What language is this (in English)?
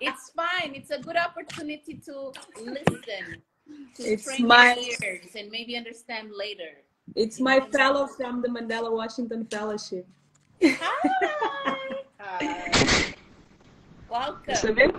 Kabuverdianu